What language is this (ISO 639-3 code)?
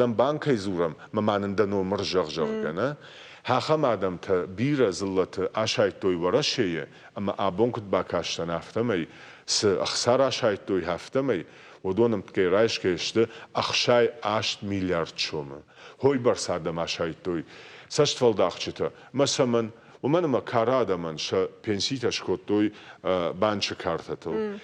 oss